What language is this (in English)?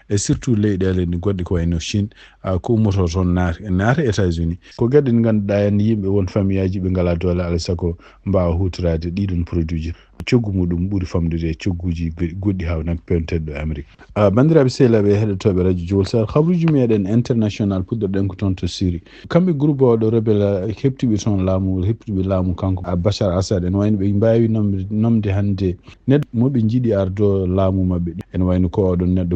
Fula